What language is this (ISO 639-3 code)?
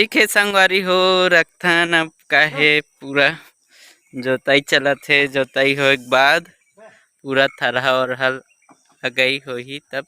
hne